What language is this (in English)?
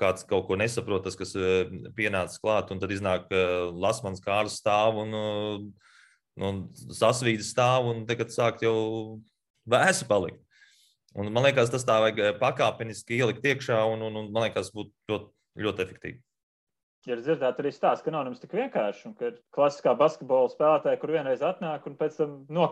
Latvian